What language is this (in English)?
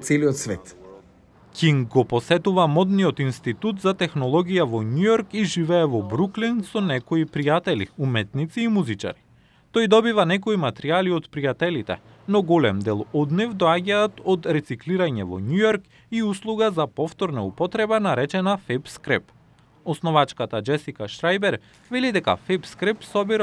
Macedonian